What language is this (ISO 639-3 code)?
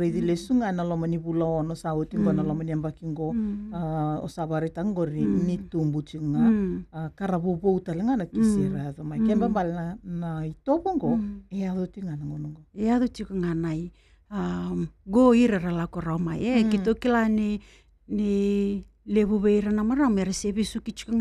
fij